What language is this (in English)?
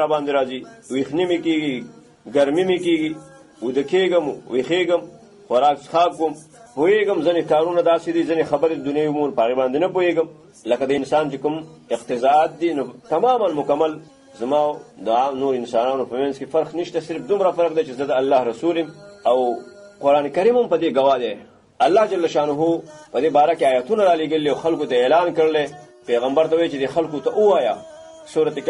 Pashto